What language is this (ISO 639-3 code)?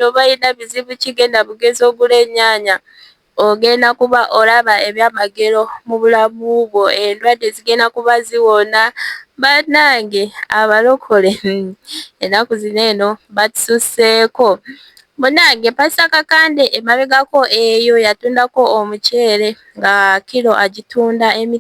lug